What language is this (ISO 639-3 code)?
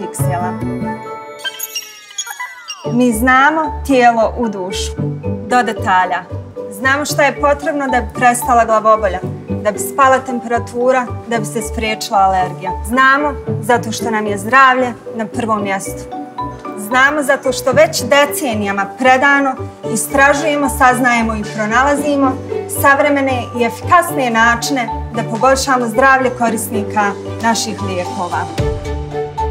bos